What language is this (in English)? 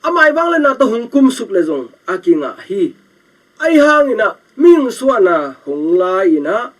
Tedim Chin